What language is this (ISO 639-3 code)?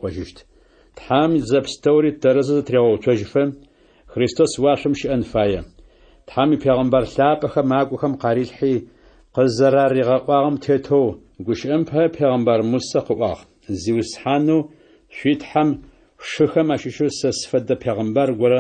ady